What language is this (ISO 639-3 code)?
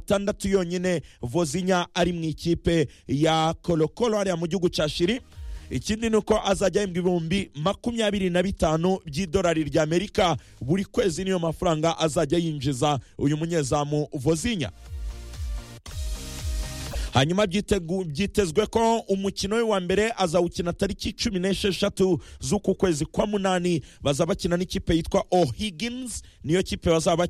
kin